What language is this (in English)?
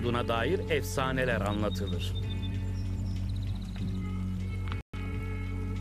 Turkish